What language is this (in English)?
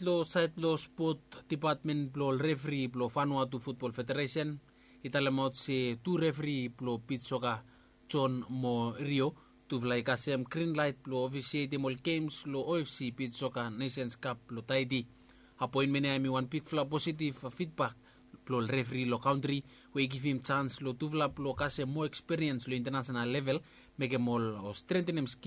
Bislama